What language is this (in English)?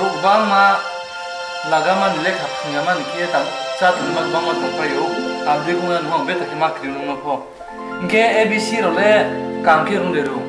Riang (India)